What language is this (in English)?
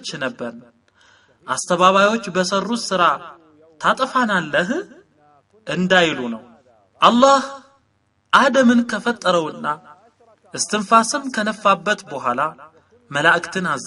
Amharic